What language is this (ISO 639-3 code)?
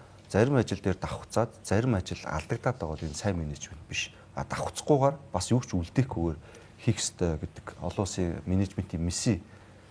mon